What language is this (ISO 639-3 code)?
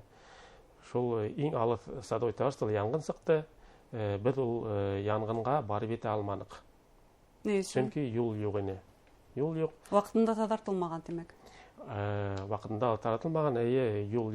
bak